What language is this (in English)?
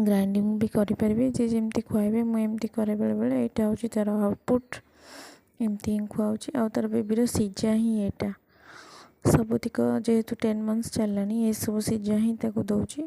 Odia